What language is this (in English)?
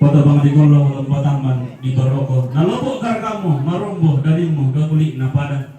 Toraja-Sa'dan